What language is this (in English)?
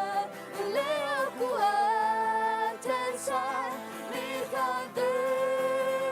Akha